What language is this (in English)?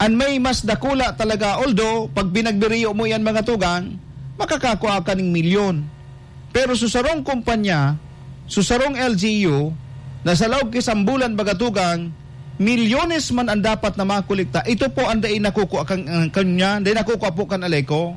Bikol